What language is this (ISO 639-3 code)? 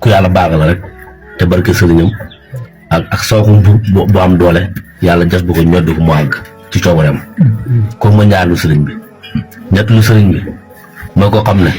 wol